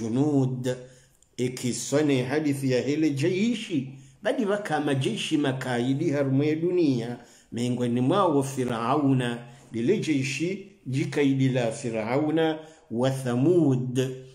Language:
Swahili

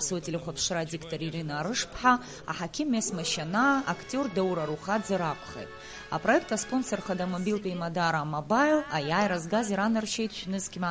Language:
Abkhazian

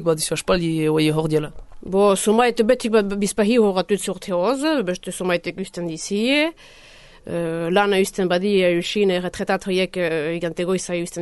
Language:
Basque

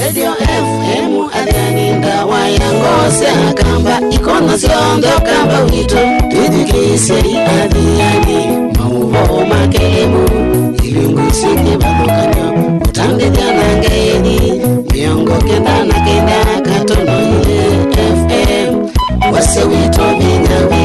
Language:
Kamba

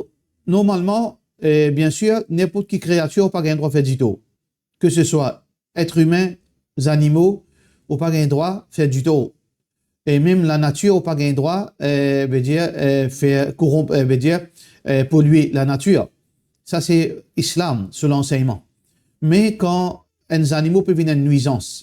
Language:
Morisyen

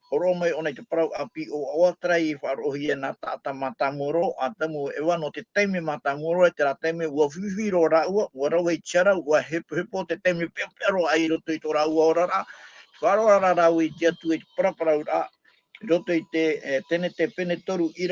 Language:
Tahitian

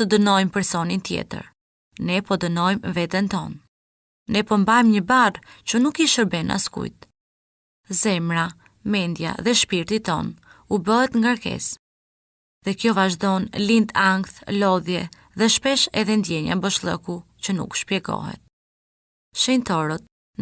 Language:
Albanian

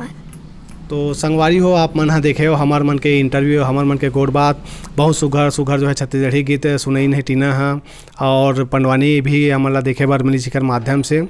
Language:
Chhattisgarhi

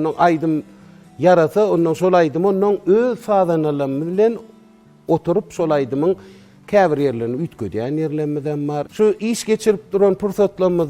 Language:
Turkmen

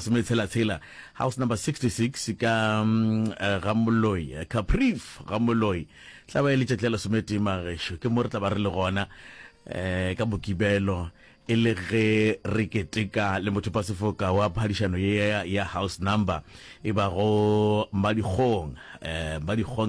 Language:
Northern Sotho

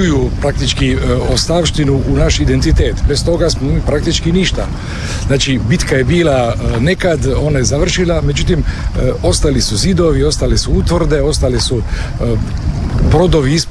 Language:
Croatian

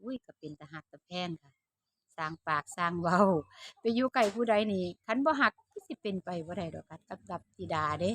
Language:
Lao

